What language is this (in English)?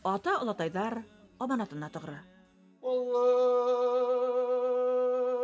Bashkir